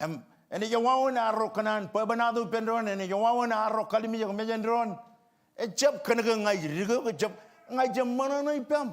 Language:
Marshallese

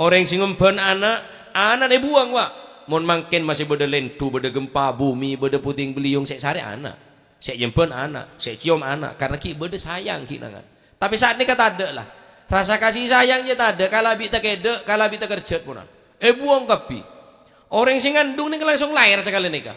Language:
Madurese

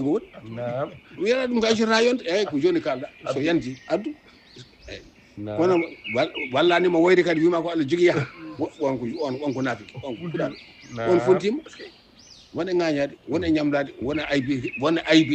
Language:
Fula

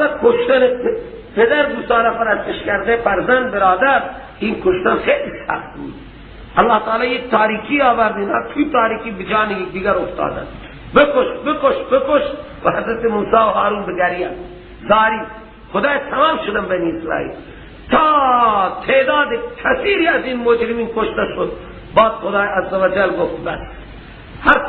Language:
Persian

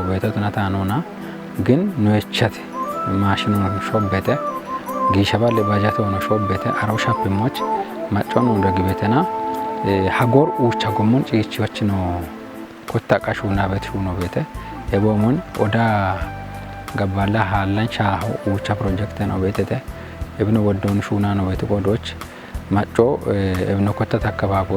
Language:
Kafa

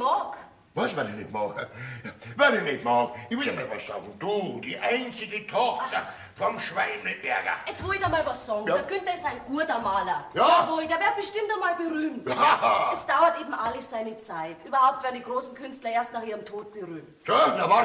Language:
Bavarian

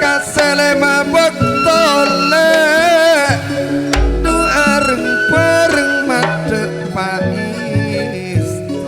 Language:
Madurese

